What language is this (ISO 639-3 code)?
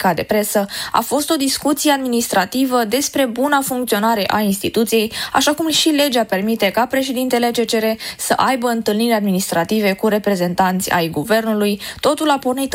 ron